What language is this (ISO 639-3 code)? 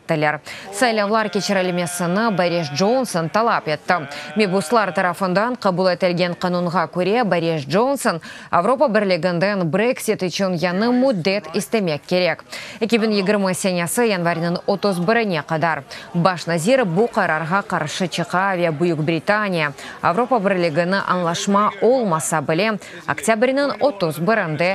crh